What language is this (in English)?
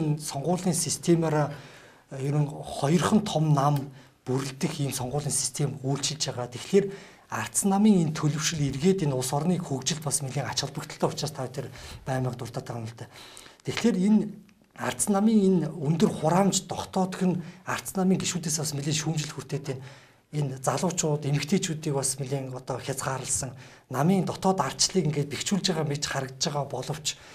Mongolian